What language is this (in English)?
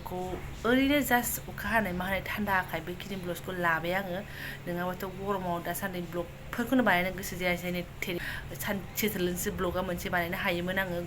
Bodo